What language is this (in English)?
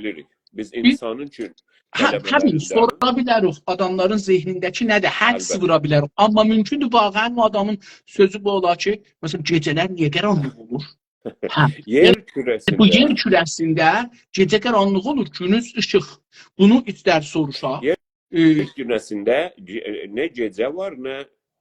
South Azerbaijani